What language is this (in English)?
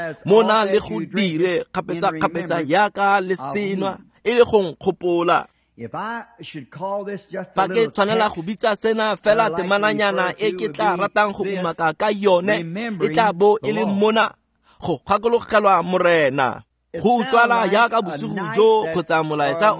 Tswana